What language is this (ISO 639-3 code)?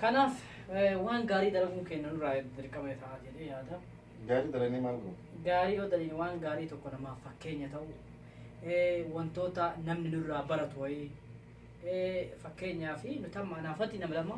orm